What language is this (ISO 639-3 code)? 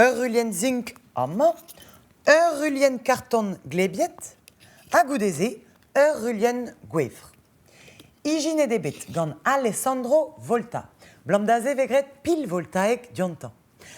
bre